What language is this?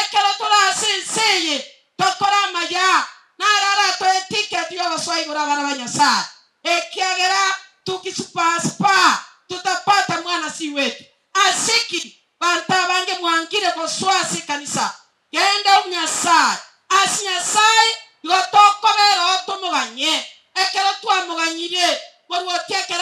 Gusii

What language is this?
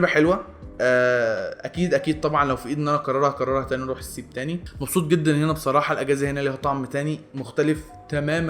Egyptian Arabic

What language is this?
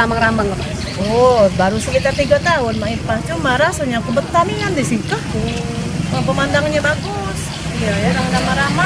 Musi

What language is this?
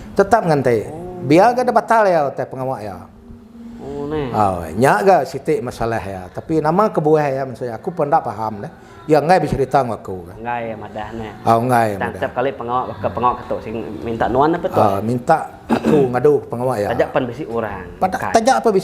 Iban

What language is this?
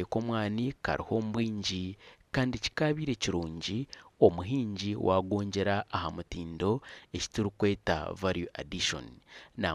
Nyankole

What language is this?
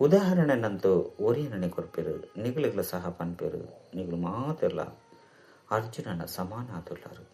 Tulu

